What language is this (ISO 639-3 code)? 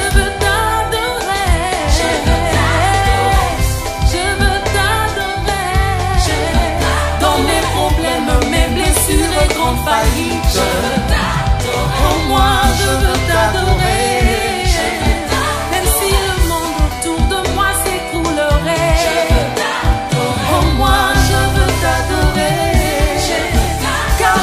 fra